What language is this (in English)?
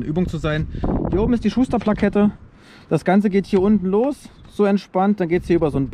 German